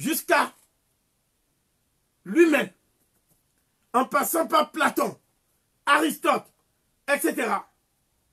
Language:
French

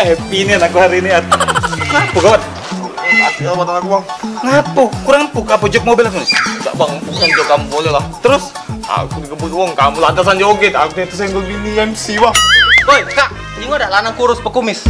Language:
Musi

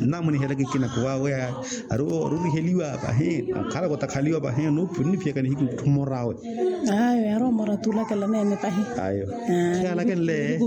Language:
Makhuwa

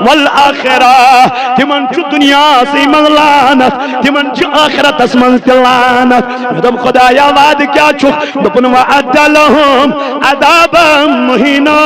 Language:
Kashmiri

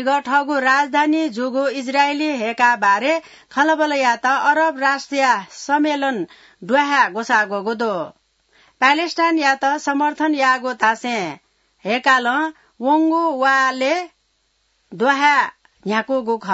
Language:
Newari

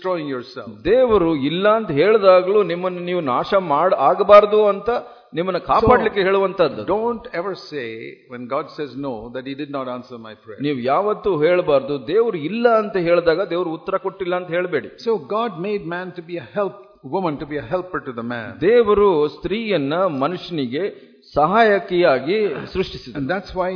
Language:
Kannada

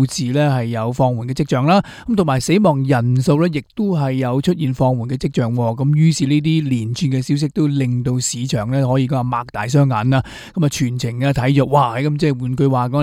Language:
Cantonese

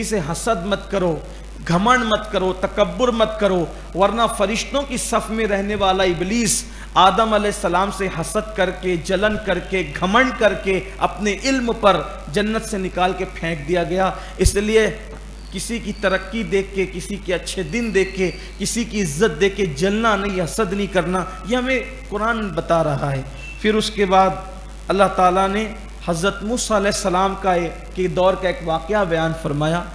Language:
Urdu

